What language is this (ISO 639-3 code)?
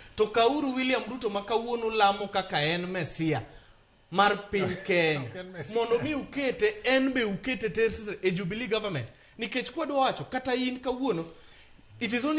luo